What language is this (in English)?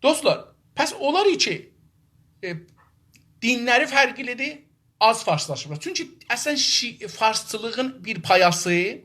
South Azerbaijani